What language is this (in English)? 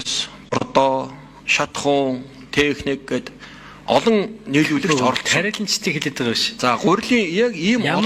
Mongolian